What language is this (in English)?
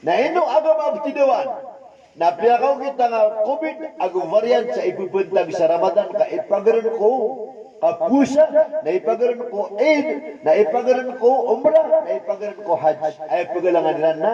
Maranao